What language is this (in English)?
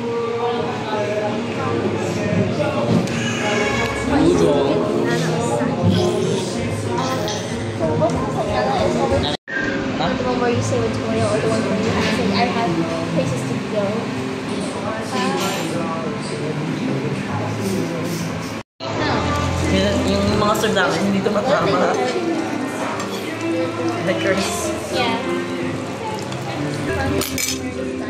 Filipino